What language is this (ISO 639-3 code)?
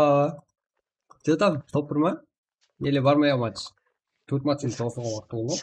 kaa